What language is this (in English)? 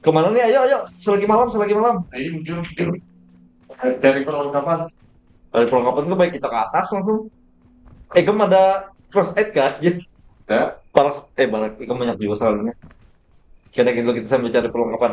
Banjar